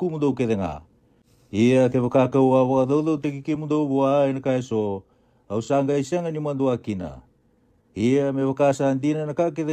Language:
Fijian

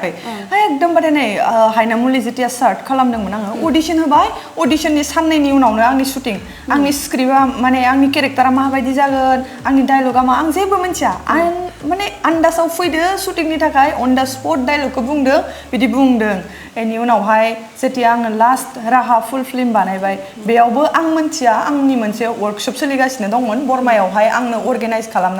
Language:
Bodo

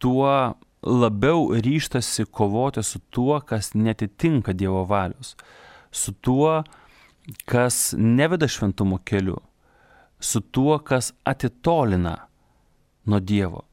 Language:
Lithuanian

